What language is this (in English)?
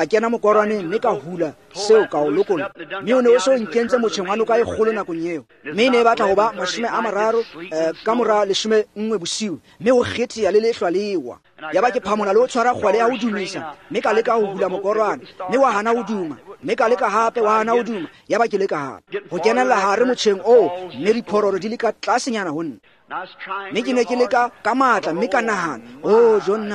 Tswana